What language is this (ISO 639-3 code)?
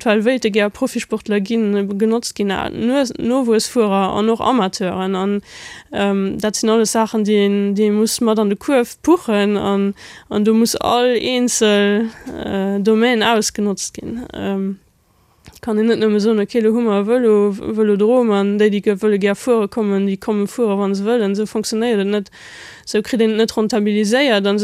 ltz